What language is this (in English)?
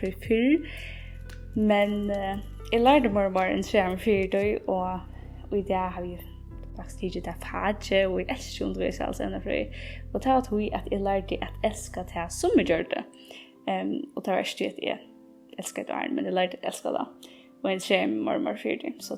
Faroese